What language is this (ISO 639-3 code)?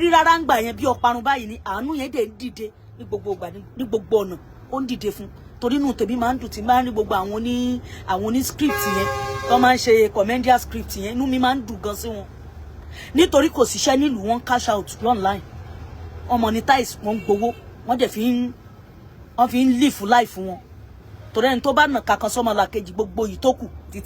yor